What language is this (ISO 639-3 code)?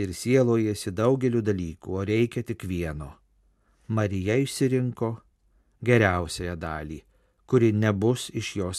lit